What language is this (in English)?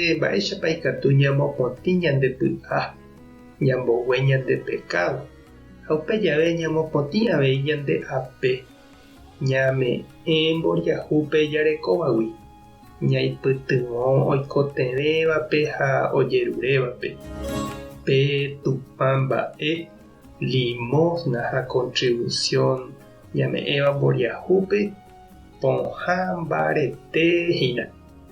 Guarani